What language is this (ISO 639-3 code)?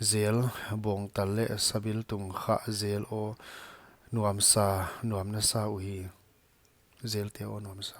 pck